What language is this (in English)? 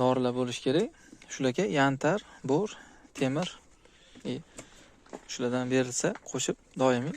Uzbek